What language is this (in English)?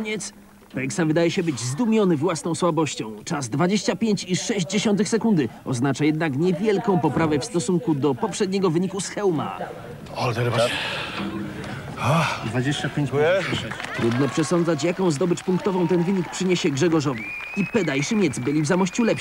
Polish